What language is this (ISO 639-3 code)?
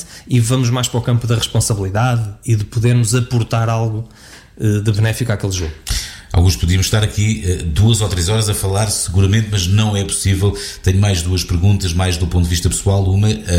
por